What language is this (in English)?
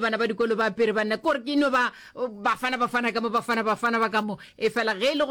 Northern Sotho